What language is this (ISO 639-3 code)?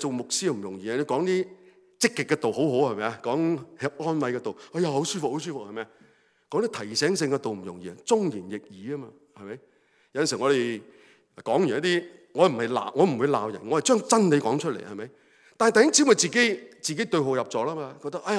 yue